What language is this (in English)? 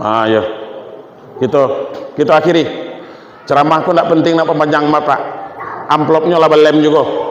Minangkabau